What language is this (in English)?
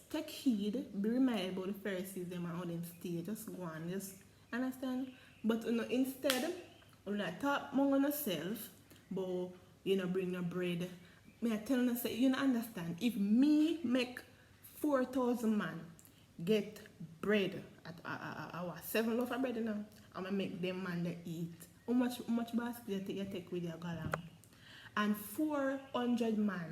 Jamaican Creole English